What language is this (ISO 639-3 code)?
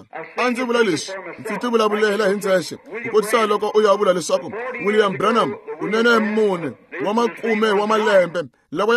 tso